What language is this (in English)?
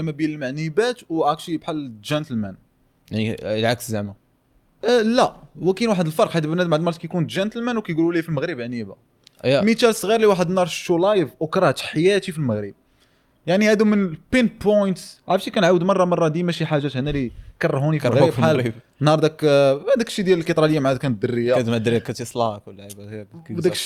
Moroccan Arabic